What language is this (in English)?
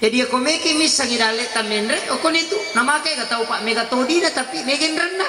Buginese